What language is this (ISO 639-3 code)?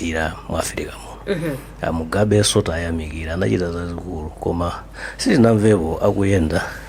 nya